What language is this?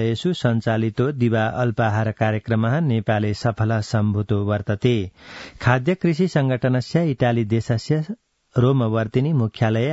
Sanskrit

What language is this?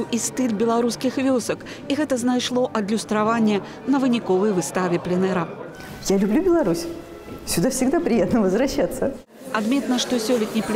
Belarusian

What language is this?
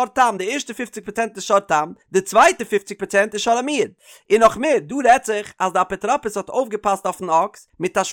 Yiddish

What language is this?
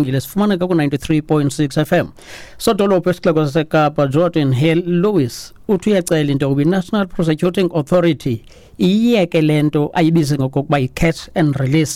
Xhosa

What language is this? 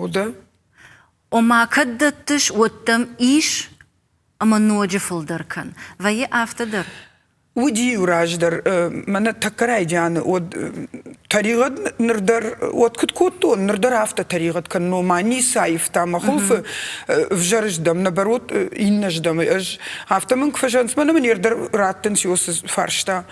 Ossetic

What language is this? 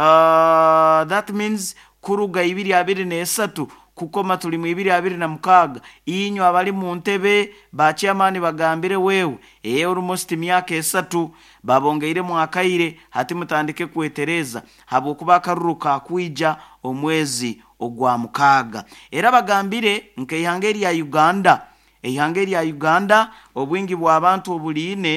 Nyoro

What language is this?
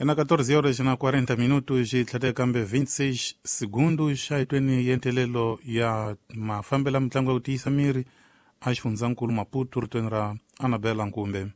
Tsonga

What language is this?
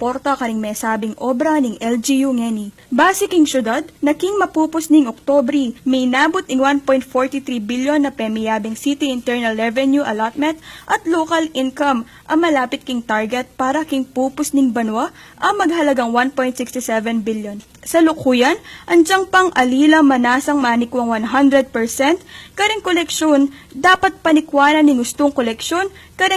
Pampanga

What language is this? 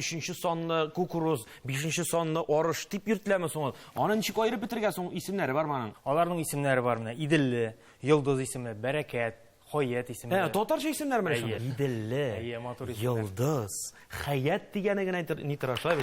Tatar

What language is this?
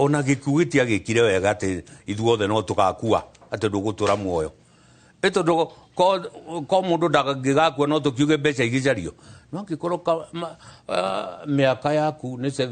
Kikuyu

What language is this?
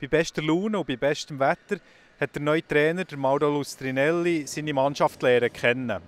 Swiss German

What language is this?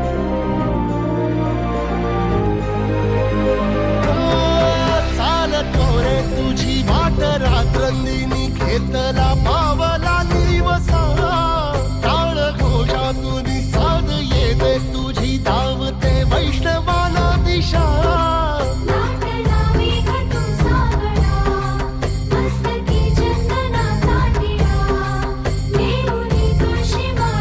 Marathi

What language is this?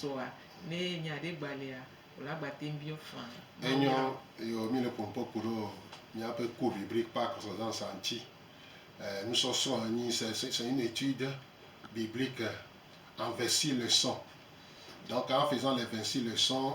Gen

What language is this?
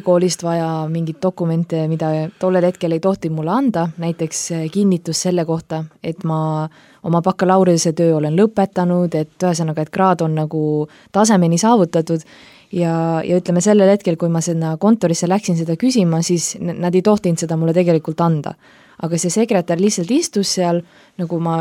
Estonian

